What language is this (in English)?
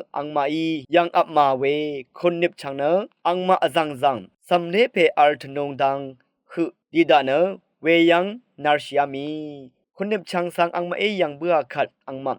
Rawang